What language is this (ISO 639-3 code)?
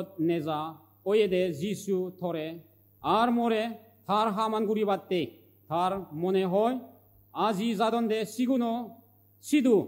ccp